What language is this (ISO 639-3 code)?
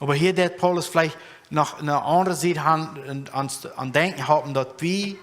pdt